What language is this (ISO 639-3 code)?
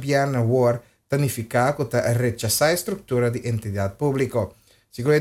pap